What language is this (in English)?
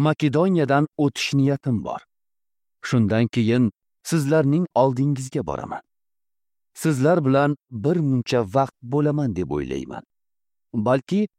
Uzbek